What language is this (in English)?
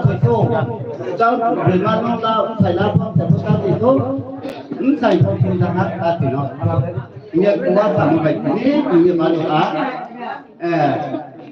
Riang (India)